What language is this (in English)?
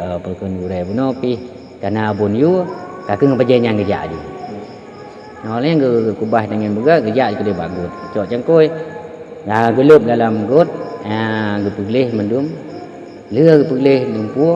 Achinese